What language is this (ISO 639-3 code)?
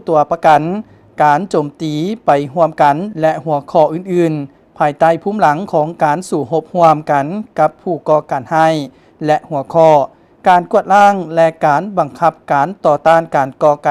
lao